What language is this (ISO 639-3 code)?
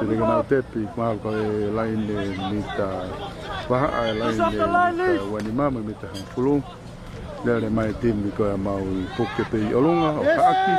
ton